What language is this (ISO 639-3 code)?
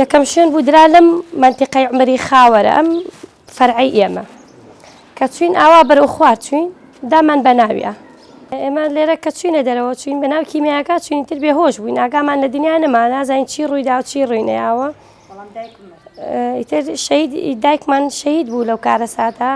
ckb